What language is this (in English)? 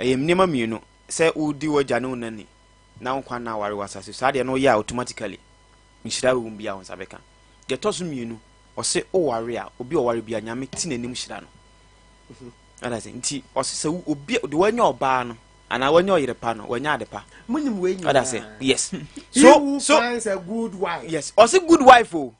Akan